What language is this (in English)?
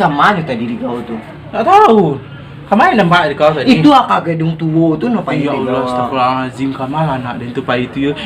Minangkabau